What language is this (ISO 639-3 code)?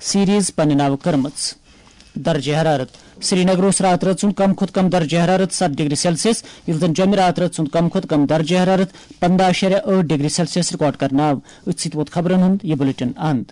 kas